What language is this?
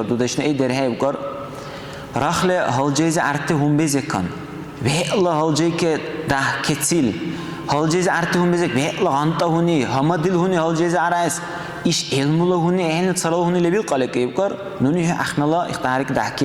Dargwa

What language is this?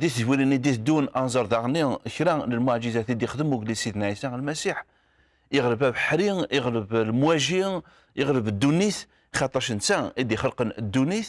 Kabyle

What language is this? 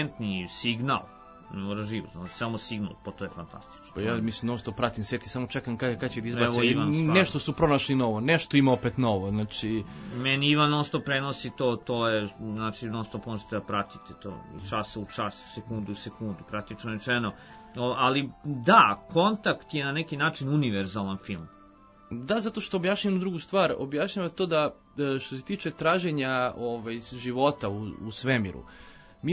Serbian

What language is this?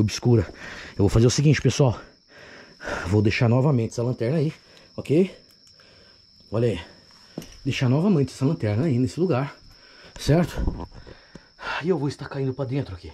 Portuguese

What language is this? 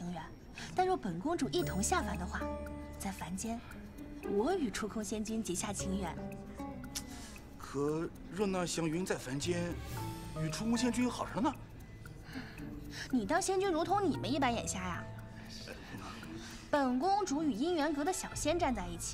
Chinese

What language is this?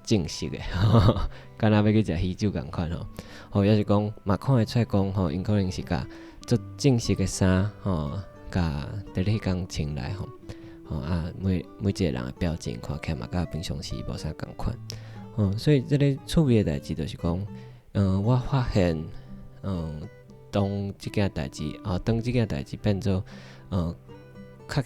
Min Nan Chinese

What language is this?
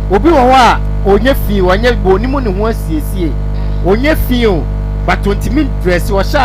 Akan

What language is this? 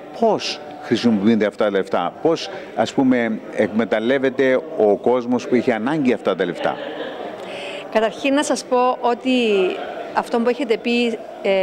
Greek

